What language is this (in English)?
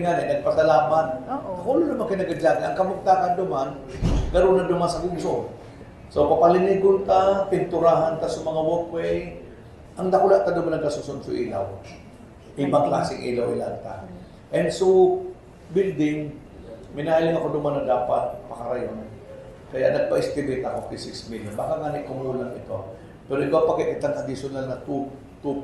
Bikol